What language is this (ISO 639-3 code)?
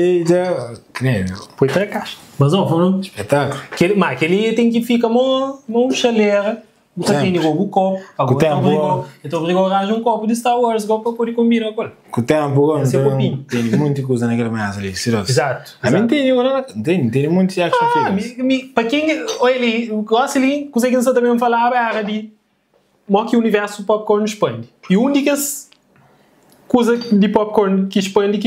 kea